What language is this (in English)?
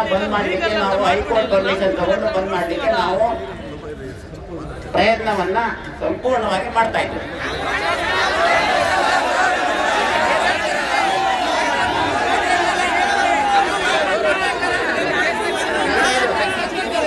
Kannada